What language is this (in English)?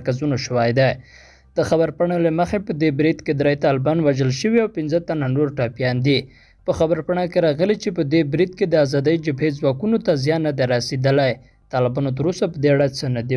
Pashto